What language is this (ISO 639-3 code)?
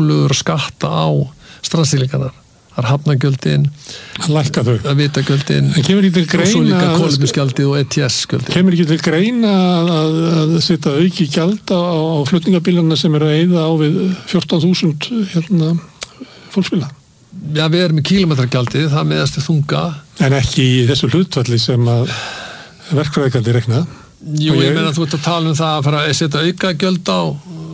isl